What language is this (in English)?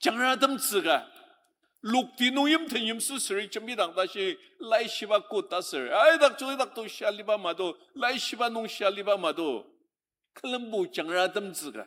Ao Naga